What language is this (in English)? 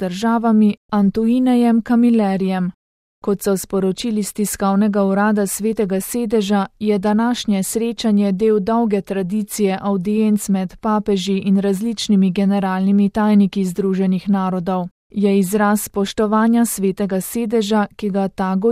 Slovenian